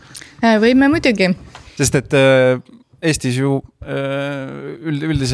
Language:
Estonian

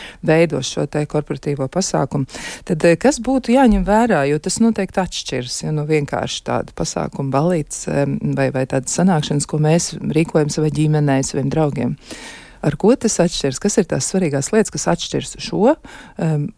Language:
Latvian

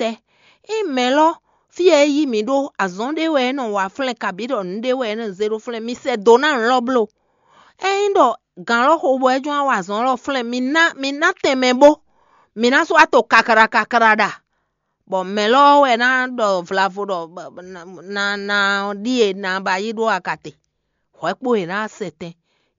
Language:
Fon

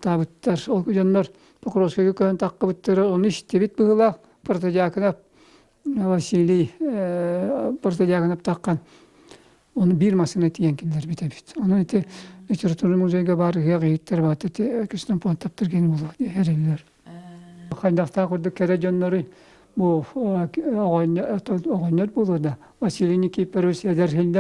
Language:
Yakut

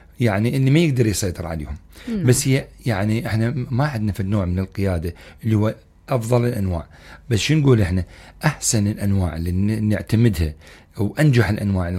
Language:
Mesopotamian Arabic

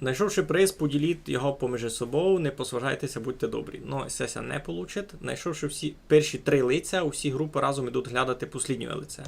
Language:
Rusyn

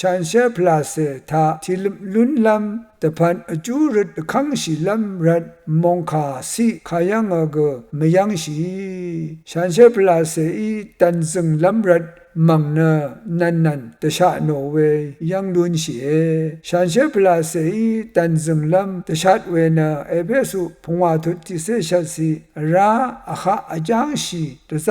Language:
Rawang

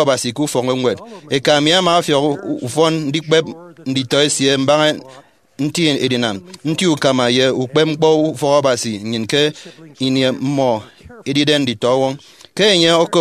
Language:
Efik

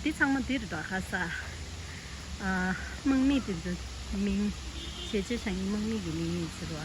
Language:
Tibetan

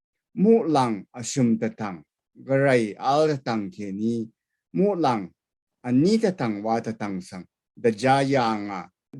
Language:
Rawang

